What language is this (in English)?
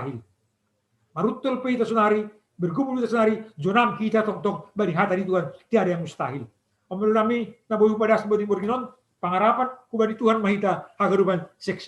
Batak Simalungun